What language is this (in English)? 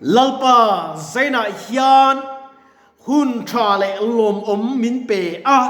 Mizo